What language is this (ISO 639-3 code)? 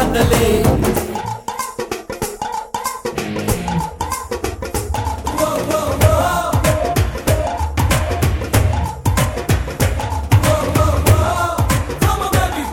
tel